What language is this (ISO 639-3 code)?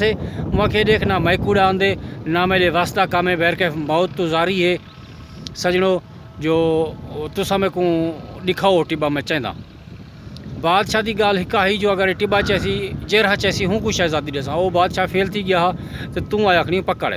skr